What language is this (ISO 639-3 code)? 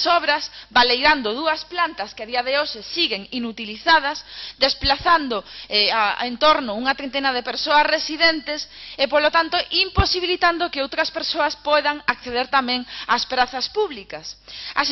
glg